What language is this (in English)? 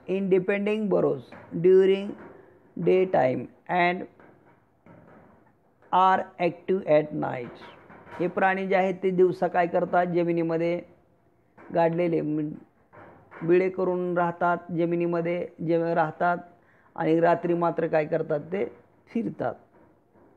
Marathi